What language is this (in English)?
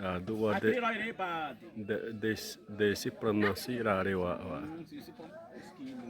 Xavánte